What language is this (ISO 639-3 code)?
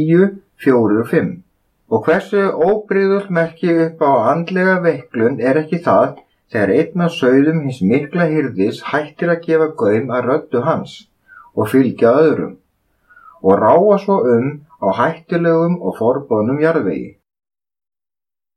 isl